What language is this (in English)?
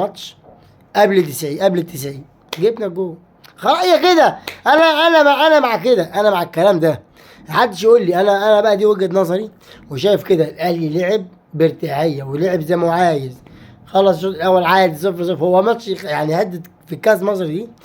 Egyptian Arabic